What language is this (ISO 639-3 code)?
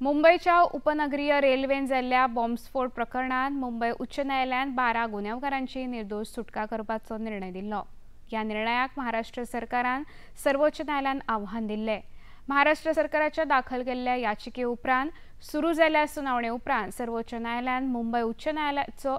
kok